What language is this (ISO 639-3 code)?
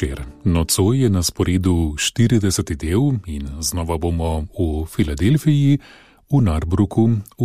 slv